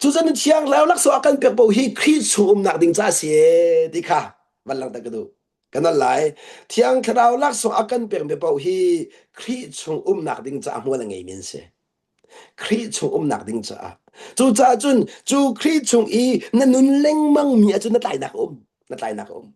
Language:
Hakha Chin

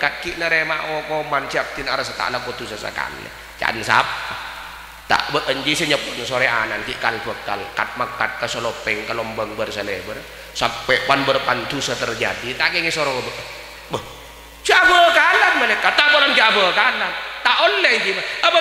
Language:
Madurese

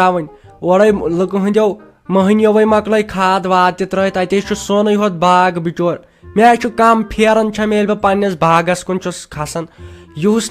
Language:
Kashmiri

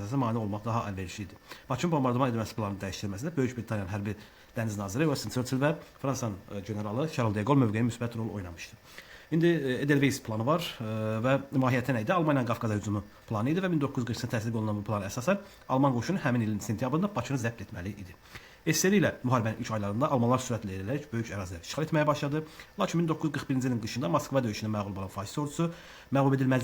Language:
Azerbaijani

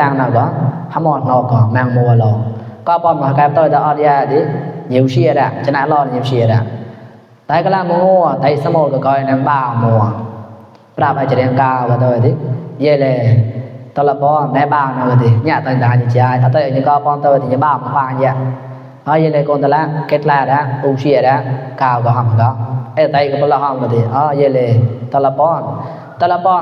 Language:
Mon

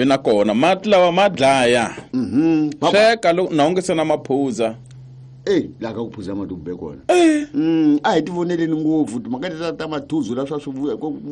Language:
Tsonga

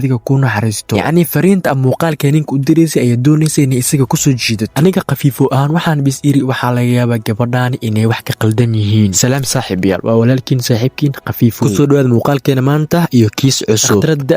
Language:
Somali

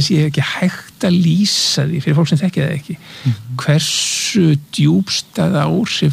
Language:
Icelandic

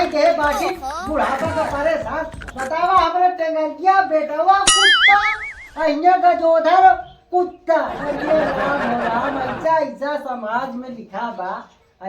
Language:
Awadhi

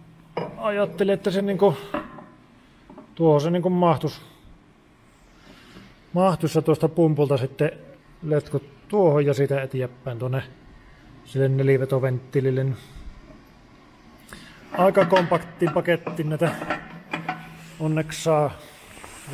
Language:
Finnish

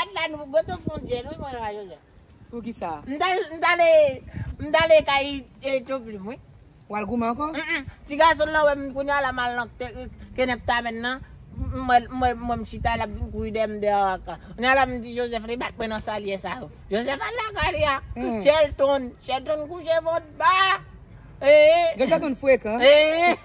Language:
Haitian Creole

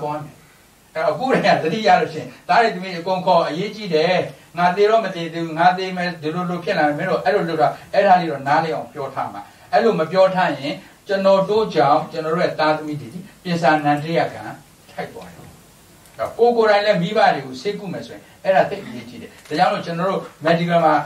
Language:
Burmese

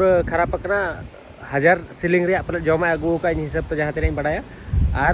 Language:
Santali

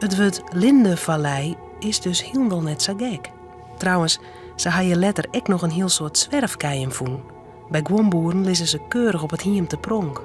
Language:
Western Frisian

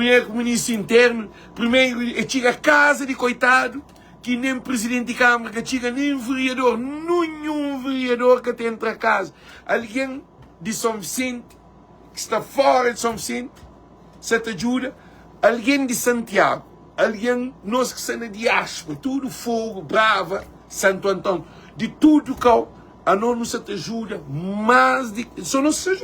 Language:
Kabuverdianu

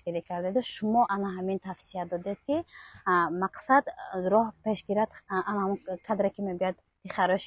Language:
Tajik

